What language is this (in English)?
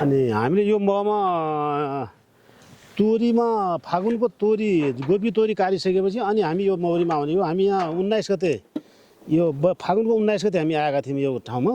Nepali